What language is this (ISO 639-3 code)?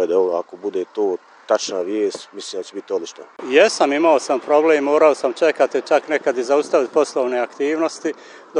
bos